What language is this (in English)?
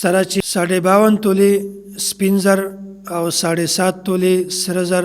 Pashto